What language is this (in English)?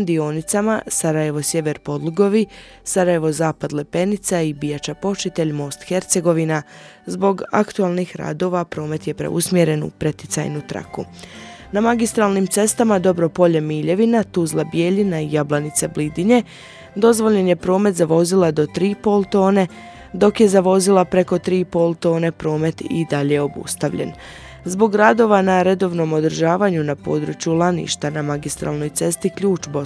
Bosnian